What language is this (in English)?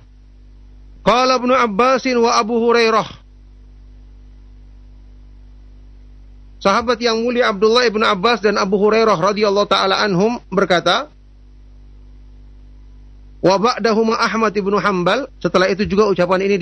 Indonesian